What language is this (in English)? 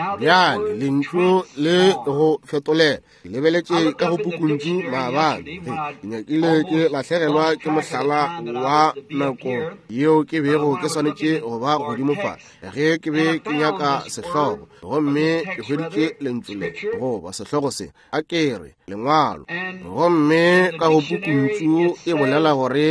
Northern Sotho